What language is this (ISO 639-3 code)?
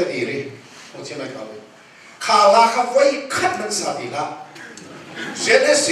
cnh